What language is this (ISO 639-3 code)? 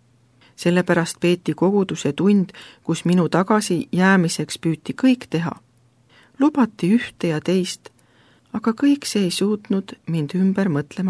est